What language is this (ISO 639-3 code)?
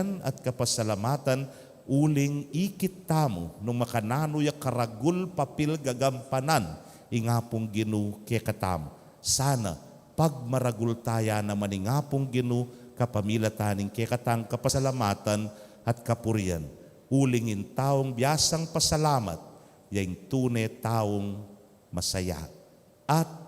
pam